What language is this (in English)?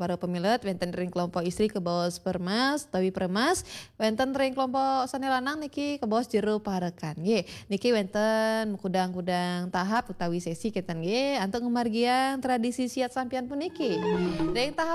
Balinese